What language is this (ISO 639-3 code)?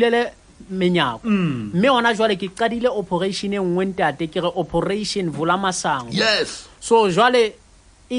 sot